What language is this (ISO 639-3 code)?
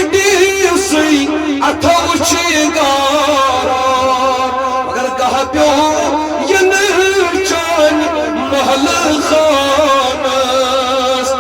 kas